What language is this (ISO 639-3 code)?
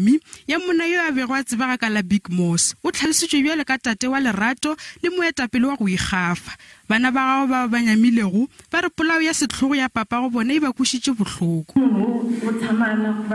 nso